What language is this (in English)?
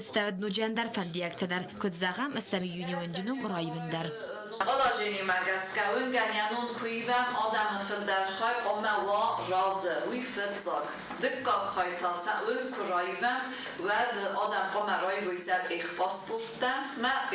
Ossetic